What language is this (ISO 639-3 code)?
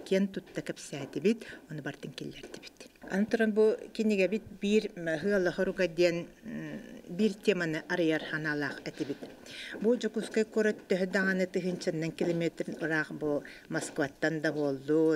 sah